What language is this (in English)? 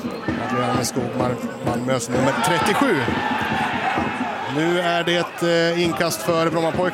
Swedish